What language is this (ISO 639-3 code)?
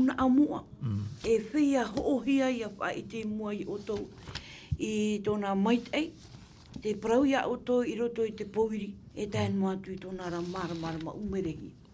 tah